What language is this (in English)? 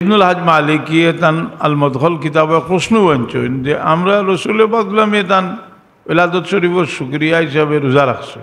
Sylheti